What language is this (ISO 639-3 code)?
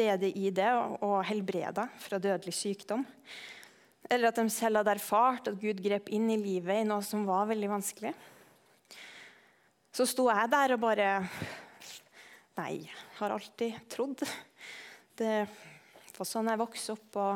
nor